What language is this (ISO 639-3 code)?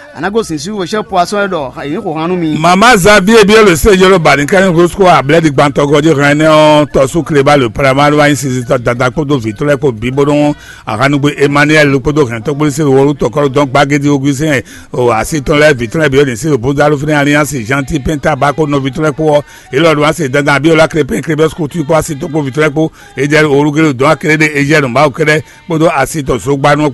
fon